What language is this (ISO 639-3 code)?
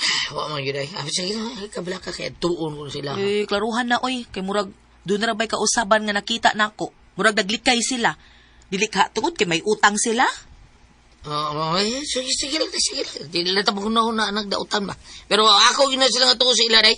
ceb